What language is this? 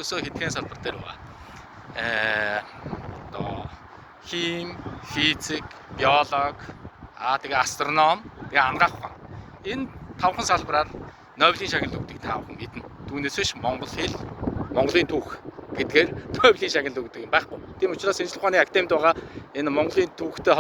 Mongolian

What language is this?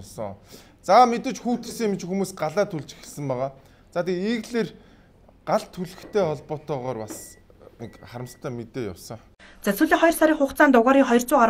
Mongolian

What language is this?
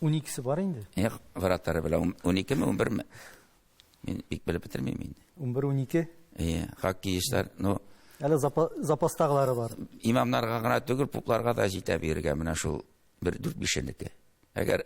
Tatar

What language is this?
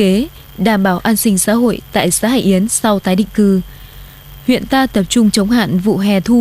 Vietnamese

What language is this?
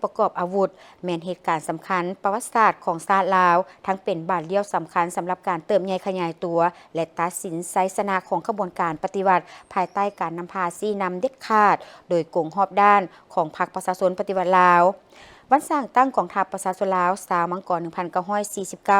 Lao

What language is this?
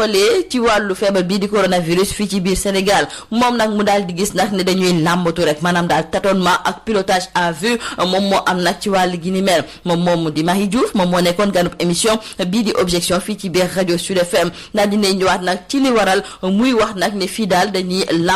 Wolof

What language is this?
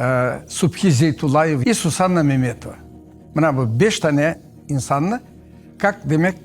Crimean Tatar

